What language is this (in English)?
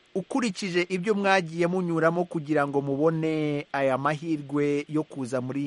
Kinyarwanda